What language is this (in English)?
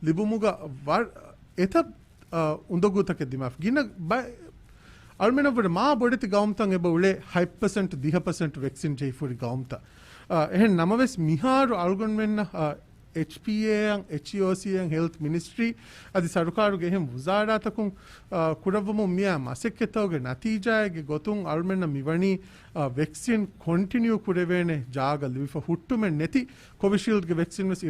Divehi